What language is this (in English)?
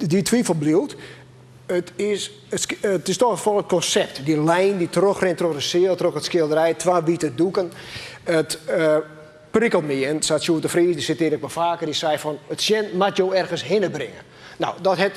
Western Frisian